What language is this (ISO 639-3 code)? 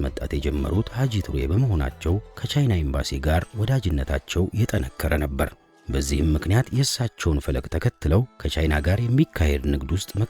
amh